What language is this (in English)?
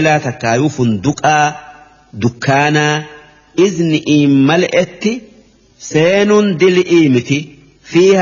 Oromo